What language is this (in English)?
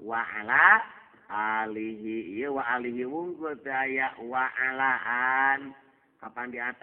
Sundanese